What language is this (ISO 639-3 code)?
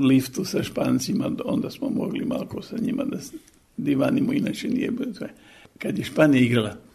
srp